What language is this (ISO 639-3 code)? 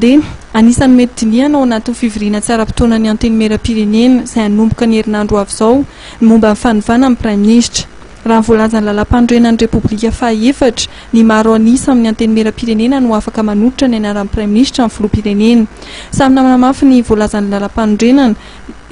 mlg